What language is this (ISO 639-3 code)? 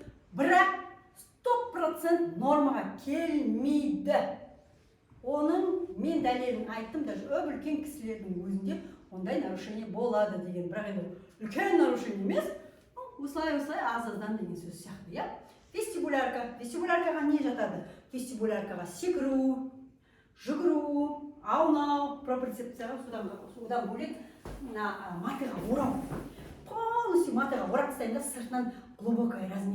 kaz